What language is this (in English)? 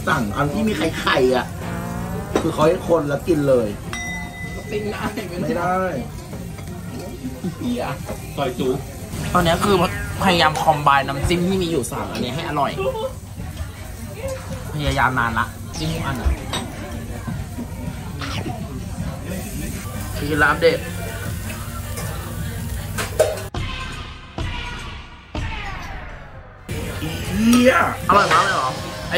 Thai